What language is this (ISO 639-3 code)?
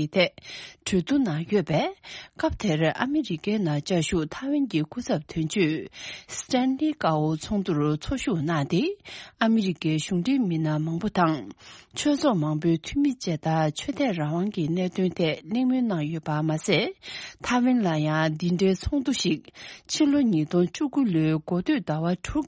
bod